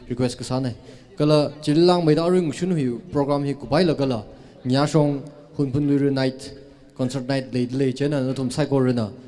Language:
Tangkhul Naga (India)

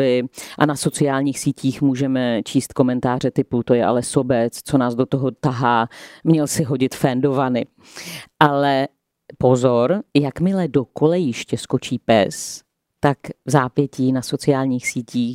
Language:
Czech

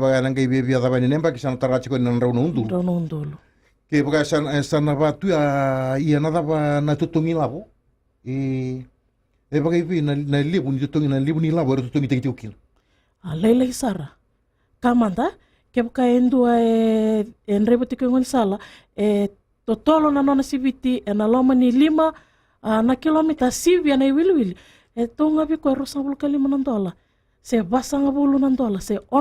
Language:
Fijian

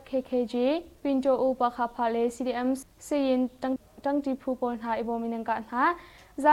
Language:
Hakha Chin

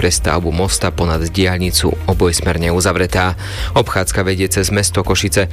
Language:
Slovak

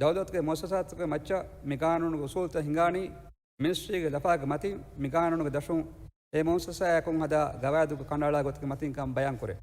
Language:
Divehi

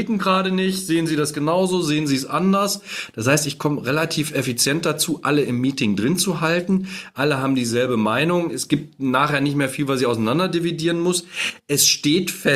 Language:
German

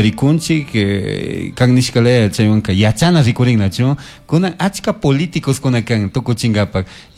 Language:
Chimborazo Highland Quichua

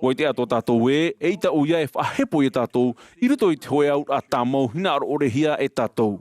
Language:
Tahitian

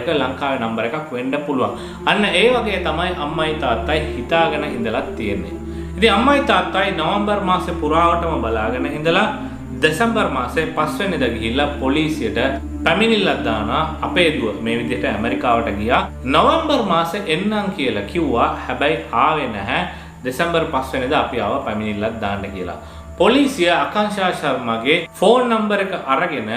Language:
Sinhala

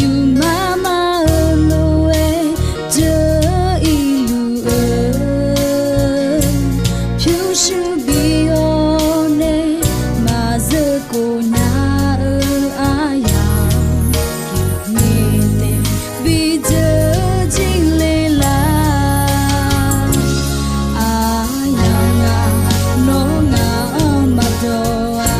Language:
Akha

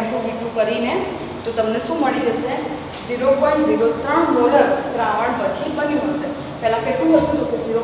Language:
Gujarati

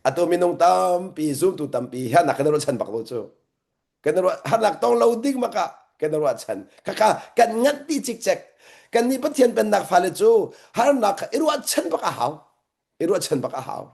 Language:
Hakha Chin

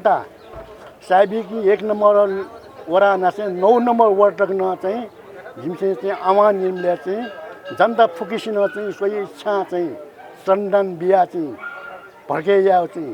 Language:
Newari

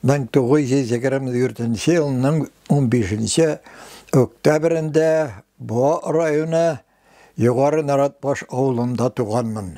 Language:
Tatar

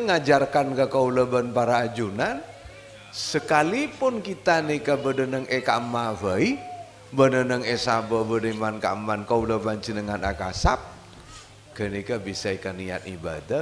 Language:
Madurese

